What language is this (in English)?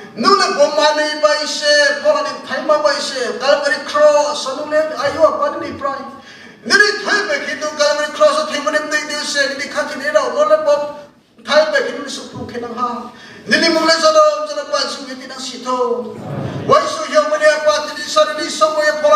Riang (India)